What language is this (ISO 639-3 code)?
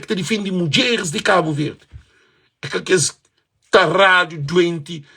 kea